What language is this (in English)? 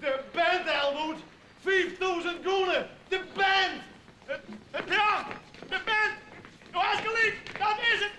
Western Frisian